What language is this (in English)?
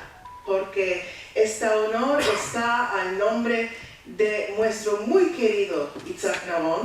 Ladino